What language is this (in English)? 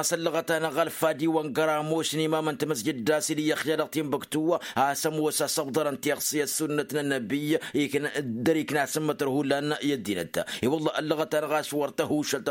Tamasheq